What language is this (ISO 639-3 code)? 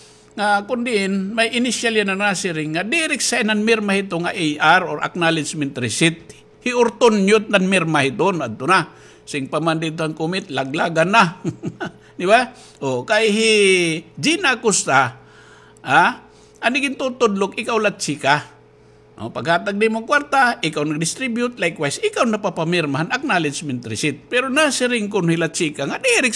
war